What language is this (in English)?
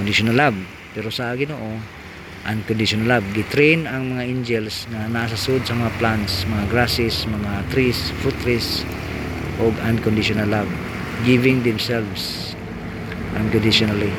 Cebuano